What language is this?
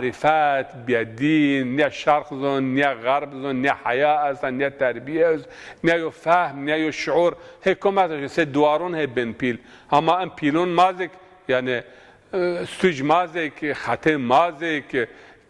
Zaza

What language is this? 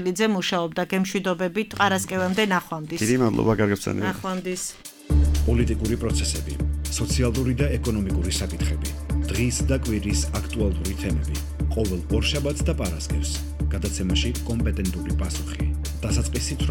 Georgian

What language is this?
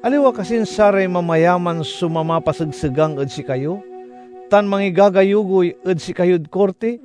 Pangasinan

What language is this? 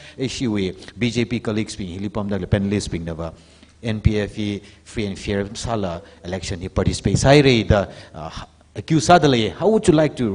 Tangkhul Naga (India)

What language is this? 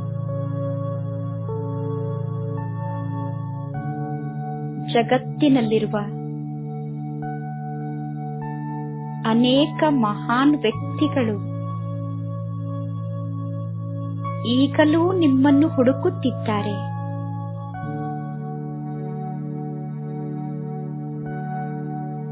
Kannada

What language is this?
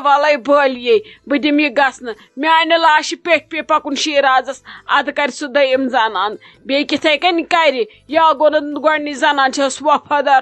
Kashmiri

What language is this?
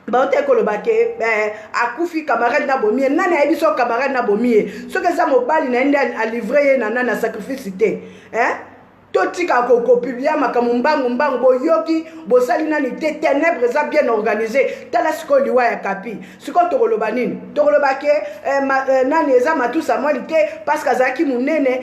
Lingala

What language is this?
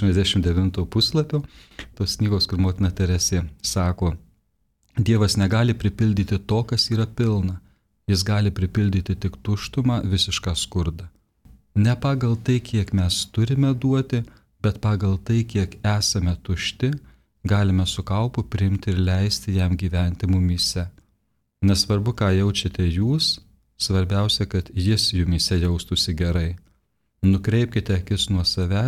Lithuanian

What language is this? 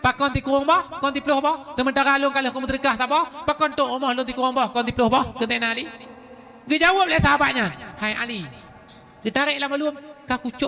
Achinese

